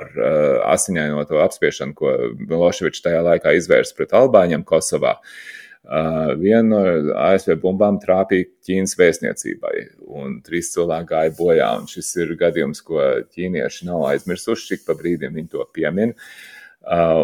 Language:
Latvian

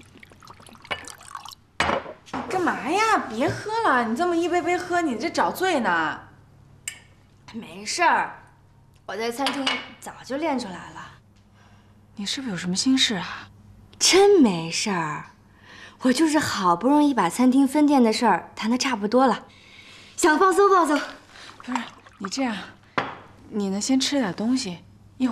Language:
Chinese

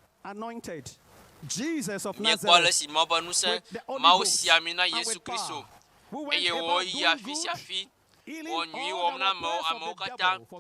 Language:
Ewe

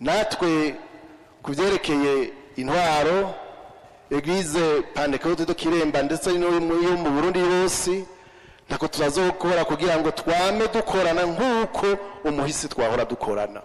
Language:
Rundi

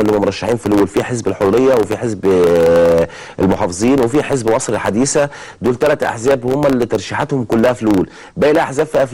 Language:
Egyptian Arabic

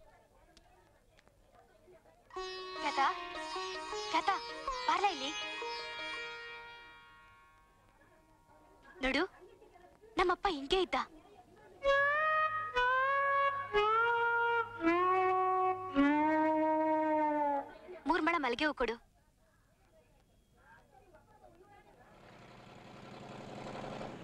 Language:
Kannada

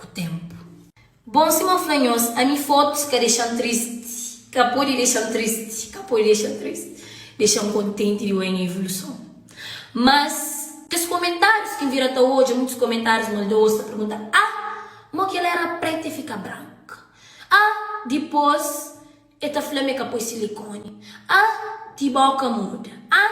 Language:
Kabuverdianu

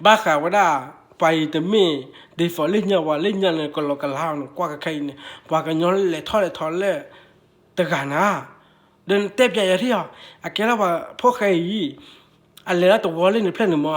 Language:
S'gaw Karen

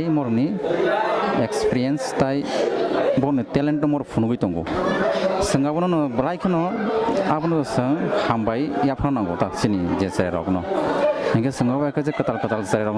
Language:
Kok Borok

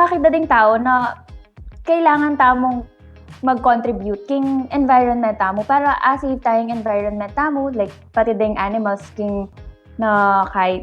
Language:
Pampanga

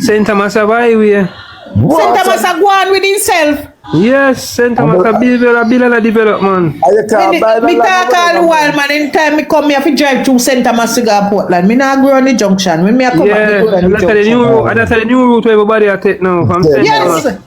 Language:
Jamaican Creole English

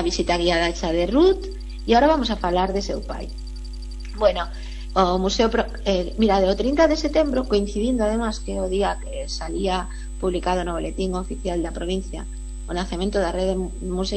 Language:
Galician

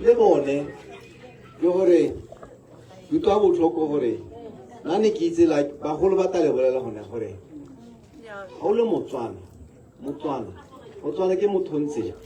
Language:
Tswana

